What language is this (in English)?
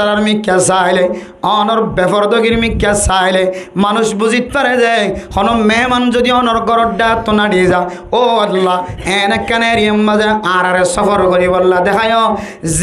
Rohingya